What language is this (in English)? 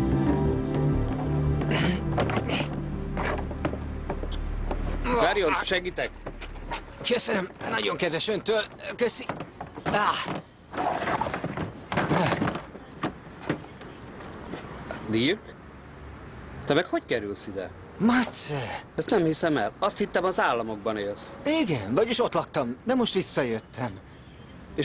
Hungarian